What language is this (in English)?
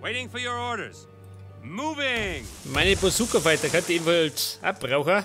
Bavarian